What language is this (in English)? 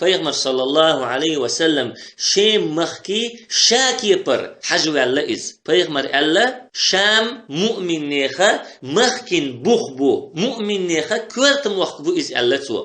Chechen